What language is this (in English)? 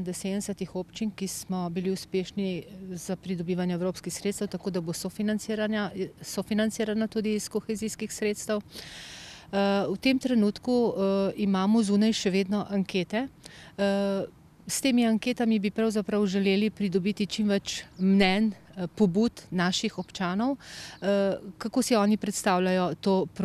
Slovenian